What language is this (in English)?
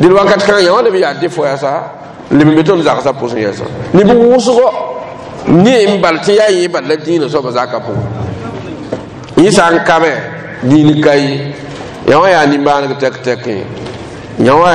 Mossi